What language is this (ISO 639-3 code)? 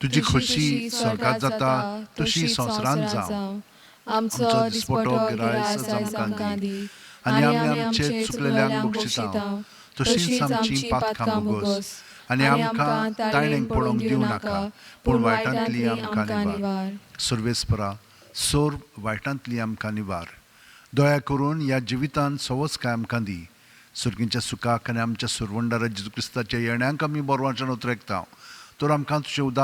kok